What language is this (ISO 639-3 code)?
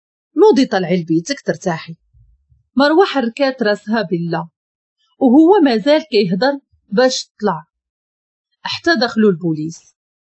ary